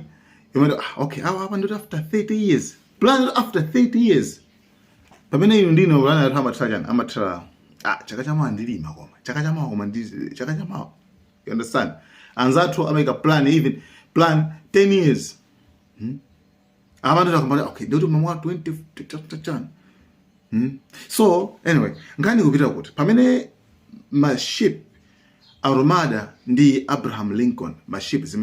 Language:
Nyanja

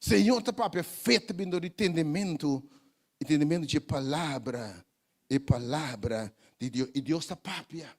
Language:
Papiamento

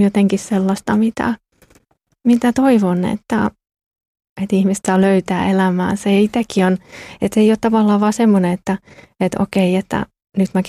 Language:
Finnish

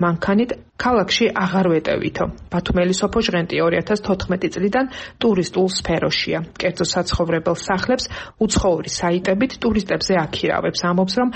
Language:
Georgian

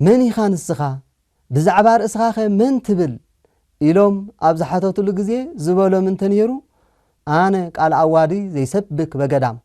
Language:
Tigrinya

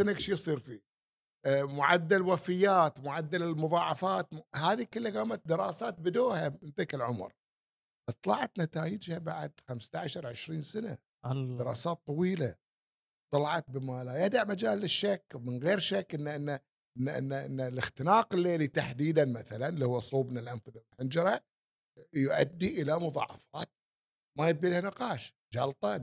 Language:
Gulf Arabic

